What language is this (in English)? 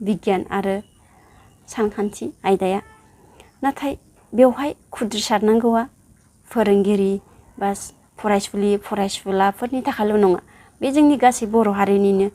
Bodo